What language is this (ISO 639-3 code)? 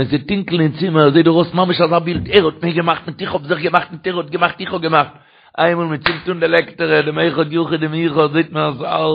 yid